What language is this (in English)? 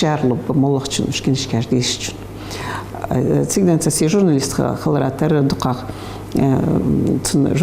Ingush